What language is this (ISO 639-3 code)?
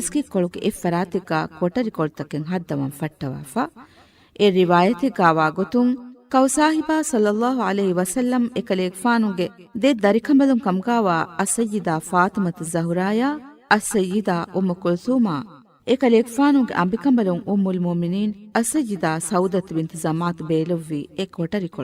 div